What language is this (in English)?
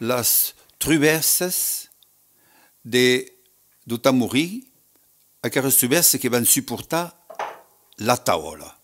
Occitan